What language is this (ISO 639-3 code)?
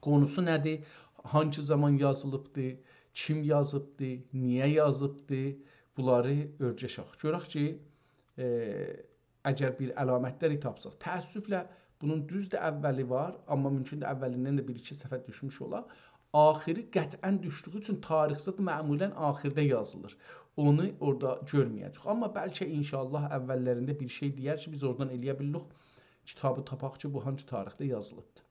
azb